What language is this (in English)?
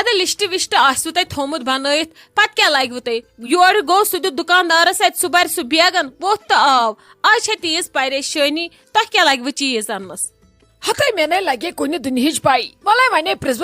Kashmiri